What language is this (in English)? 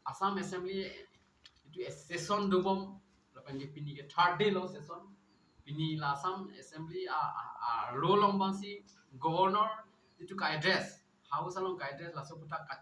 Karbi